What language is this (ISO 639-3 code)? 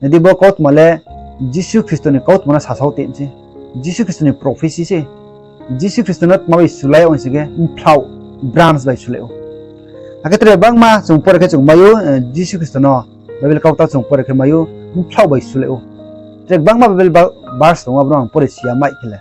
ria